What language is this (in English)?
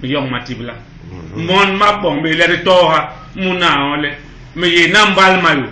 Basaa